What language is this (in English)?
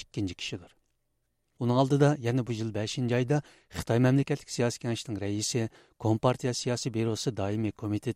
Uyghur